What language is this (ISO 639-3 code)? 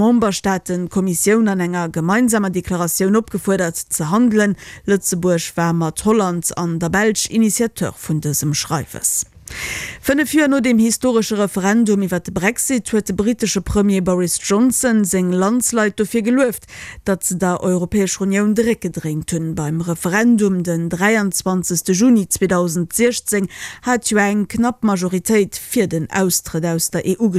ltz